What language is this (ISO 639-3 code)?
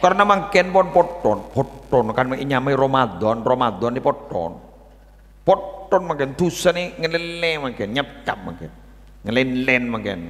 mad